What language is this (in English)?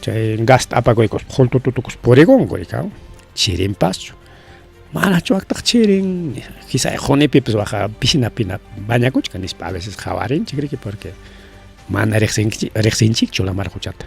Ayacucho Quechua